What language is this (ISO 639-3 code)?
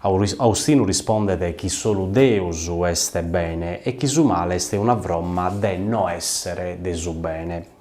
srd